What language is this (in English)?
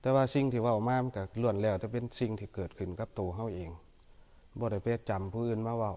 Northeastern Thai